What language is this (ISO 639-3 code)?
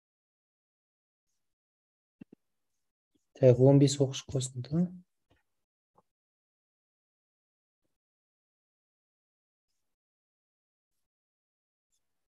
kaz